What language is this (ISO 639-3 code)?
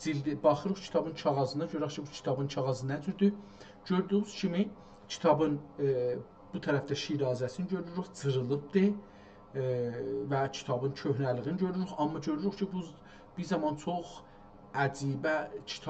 azb